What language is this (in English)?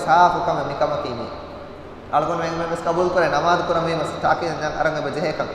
Divehi